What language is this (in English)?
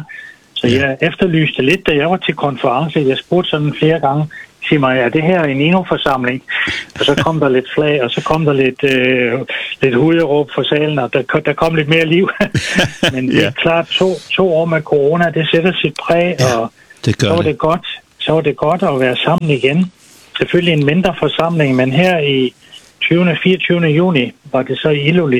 Danish